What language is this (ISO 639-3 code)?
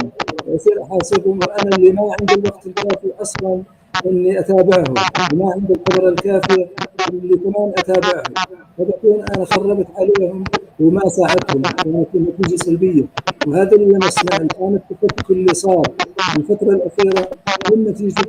apc